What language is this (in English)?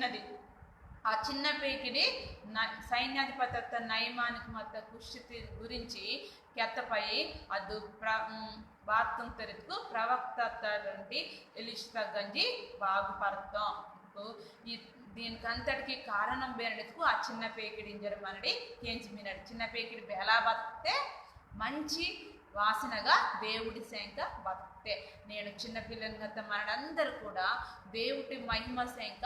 Koya